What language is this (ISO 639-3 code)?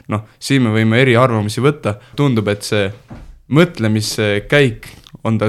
est